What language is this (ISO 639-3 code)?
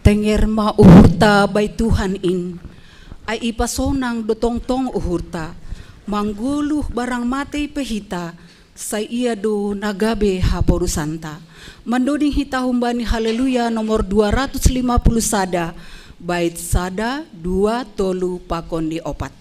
bts